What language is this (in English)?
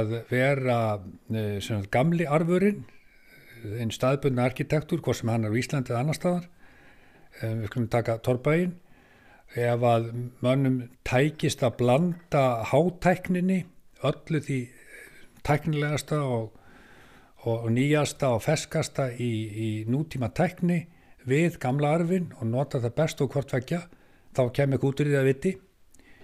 Icelandic